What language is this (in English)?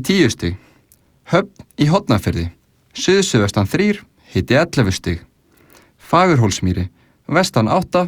Icelandic